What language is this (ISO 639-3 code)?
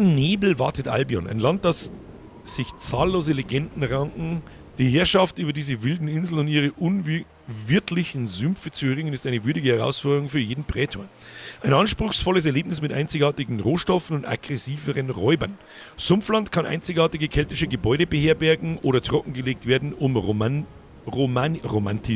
bar